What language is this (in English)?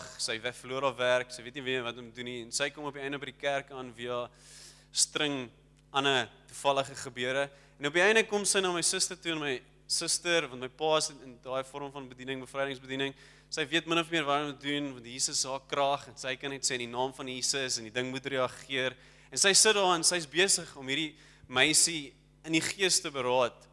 Afrikaans